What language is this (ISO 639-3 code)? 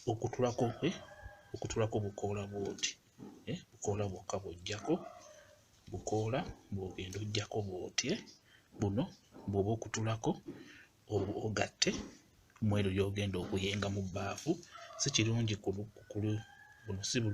lug